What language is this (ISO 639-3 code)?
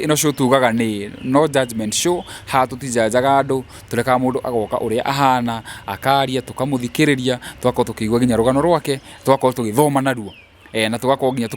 kik